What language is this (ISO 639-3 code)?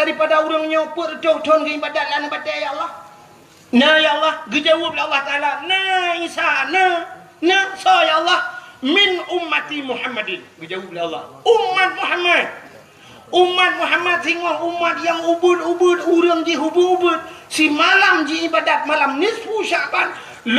ace